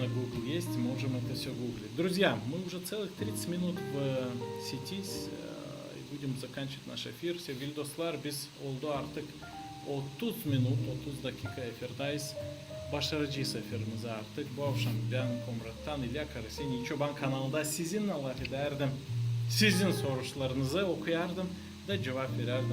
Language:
Gagauz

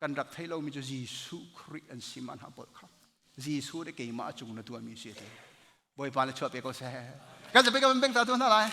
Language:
Hakha Chin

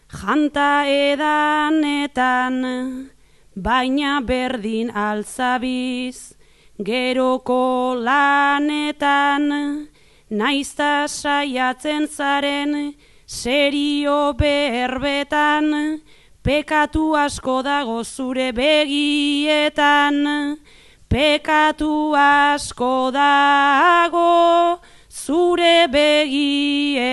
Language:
Basque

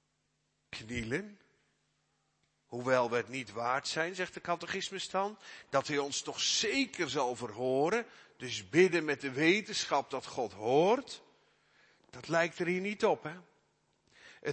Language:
Dutch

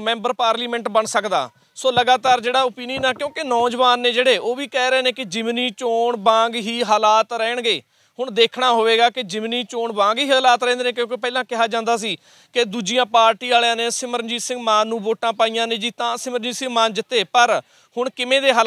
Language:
Punjabi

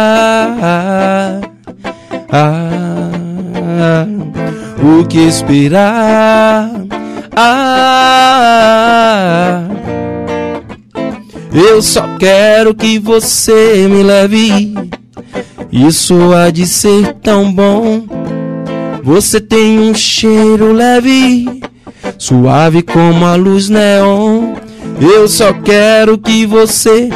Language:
Portuguese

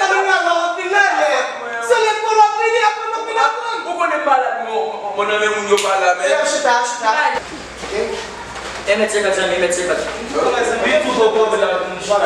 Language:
Haitian Creole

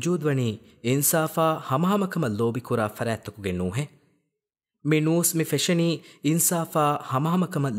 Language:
Divehi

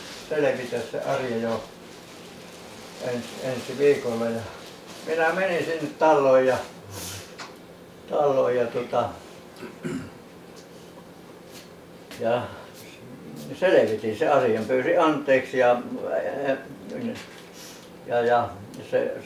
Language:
Finnish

